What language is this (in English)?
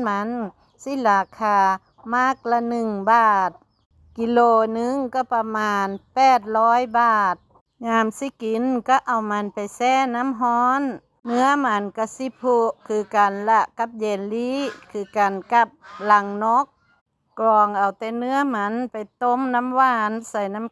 Northeastern Thai